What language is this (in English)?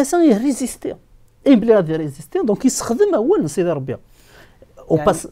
Kabyle